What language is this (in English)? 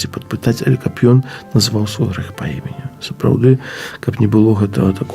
Belarusian